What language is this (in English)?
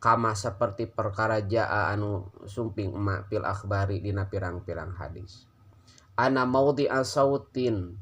Sundanese